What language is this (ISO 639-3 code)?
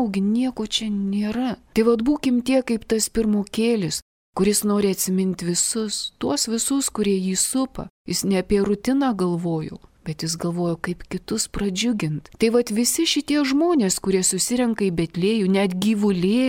lit